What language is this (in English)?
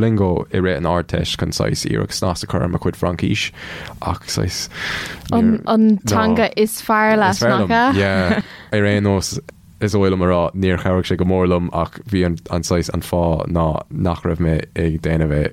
Irish